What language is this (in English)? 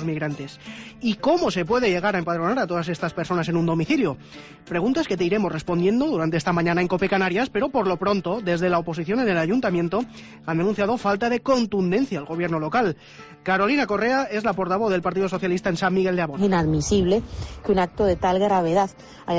Spanish